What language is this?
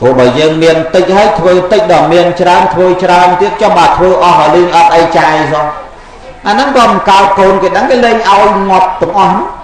Khmer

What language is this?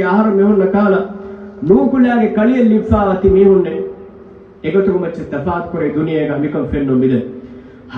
Divehi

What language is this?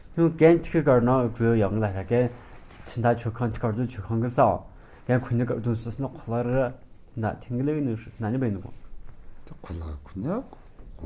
Tu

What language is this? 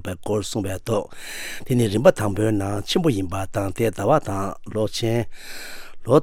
Tibetan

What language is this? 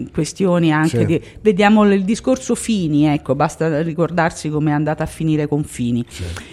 Italian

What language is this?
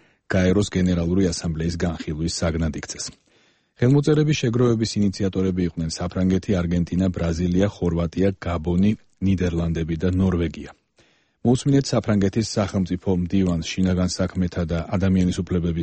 Georgian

